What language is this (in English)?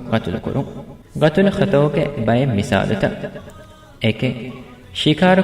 Divehi